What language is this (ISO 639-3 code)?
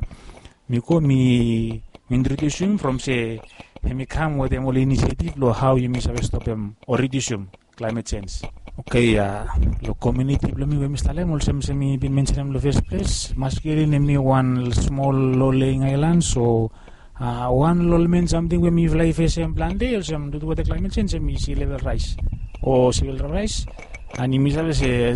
bis